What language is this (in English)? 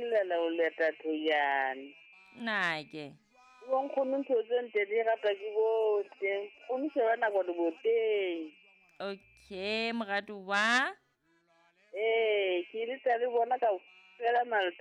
Southern Sotho